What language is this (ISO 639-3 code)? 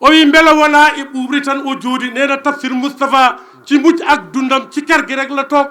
ful